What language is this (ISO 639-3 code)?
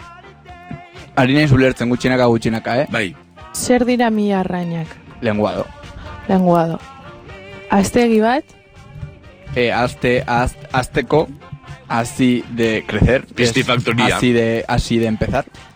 eus